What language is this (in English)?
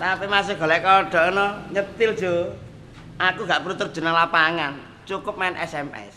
Javanese